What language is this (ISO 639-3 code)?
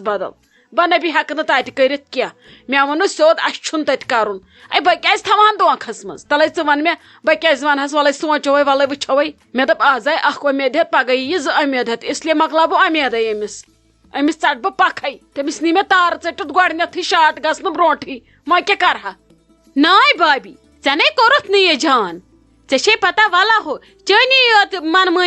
kas